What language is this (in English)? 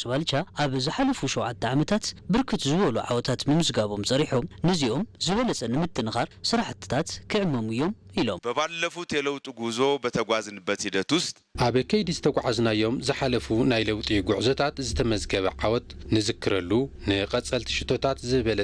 Tigrinya